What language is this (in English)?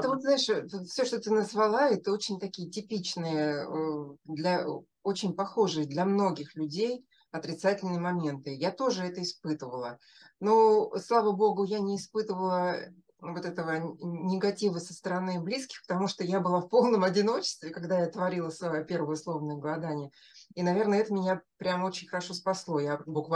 Russian